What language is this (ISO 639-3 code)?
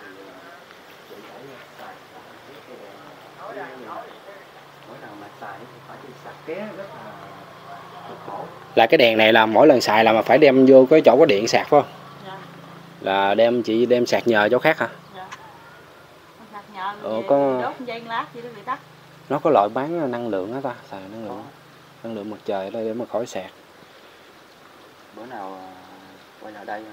vie